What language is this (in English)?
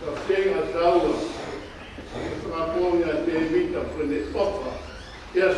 Tongan